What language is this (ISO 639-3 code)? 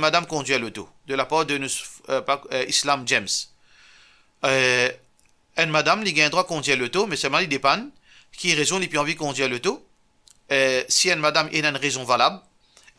mfe